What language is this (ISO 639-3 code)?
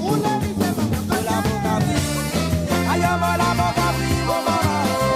mfe